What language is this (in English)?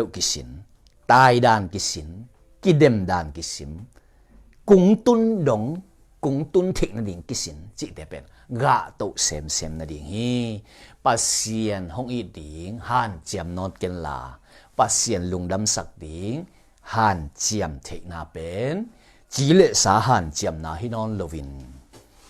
Tedim Chin